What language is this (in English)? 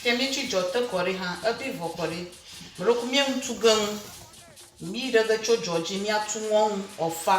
Ewe